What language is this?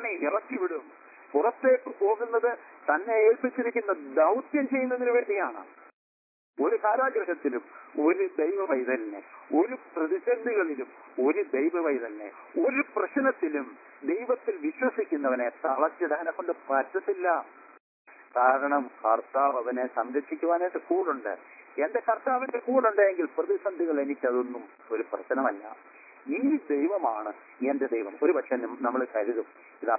Malayalam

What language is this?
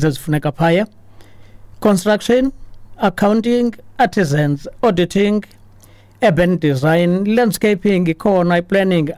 Xhosa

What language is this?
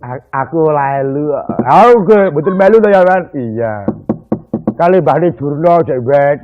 Javanese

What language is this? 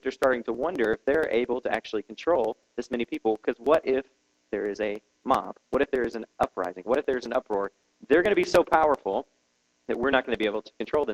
English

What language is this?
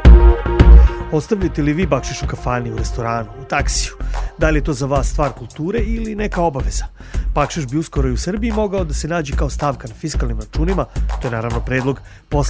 Serbian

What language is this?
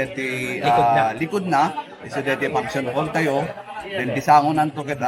Iloko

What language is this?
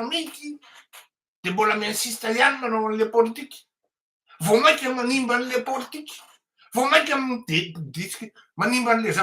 Malagasy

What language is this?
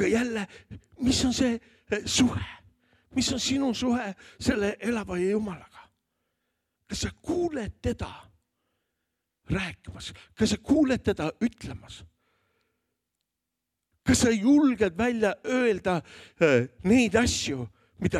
Estonian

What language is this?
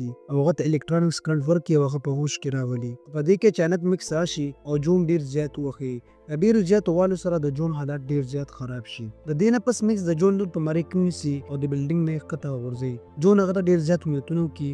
Pashto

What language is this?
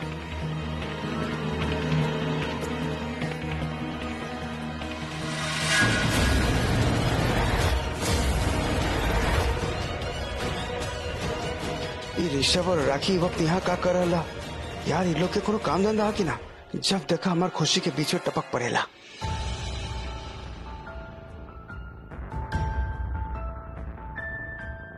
Bhojpuri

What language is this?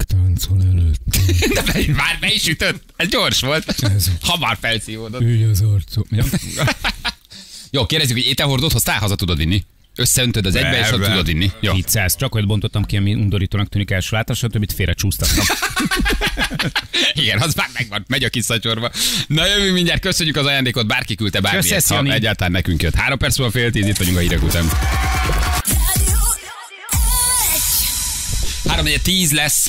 Hungarian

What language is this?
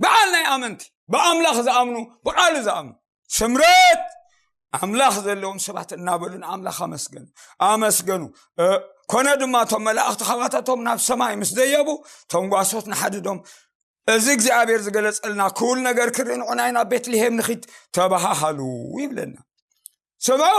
Tigrinya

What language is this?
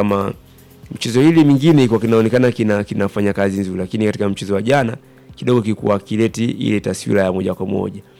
Swahili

